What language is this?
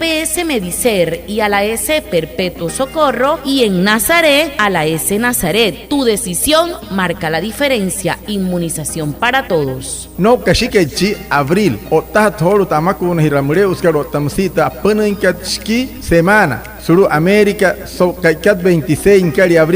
Wayuu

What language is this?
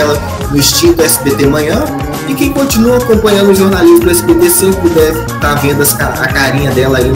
Portuguese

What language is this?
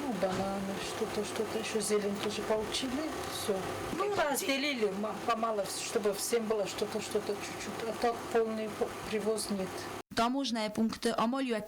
Ossetic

